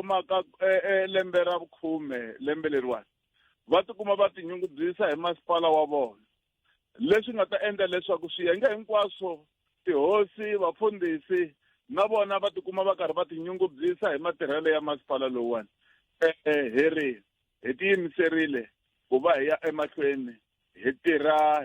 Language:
Tsonga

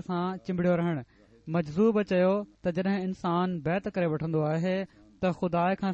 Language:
Sindhi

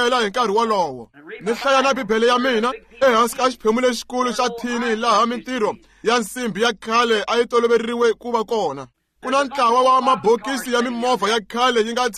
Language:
Tsonga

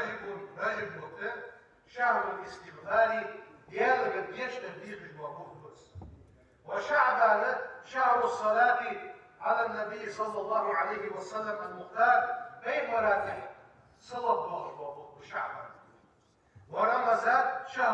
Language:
Ingush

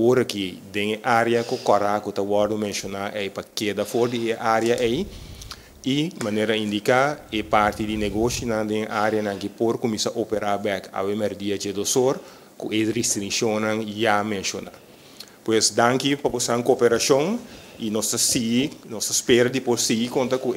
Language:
Papiamento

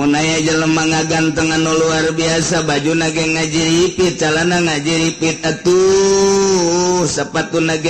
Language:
Sundanese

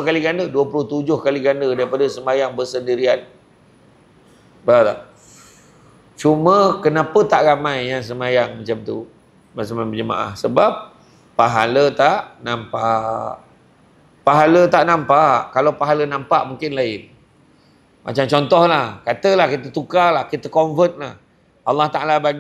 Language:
Malay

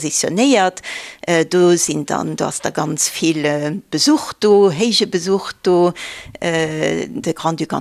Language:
Luxembourgish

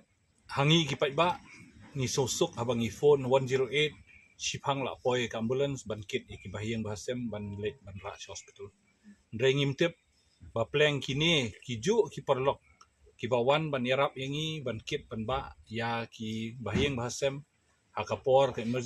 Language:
Khasi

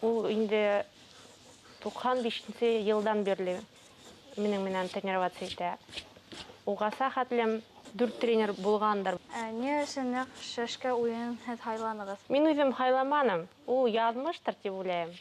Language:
Bashkir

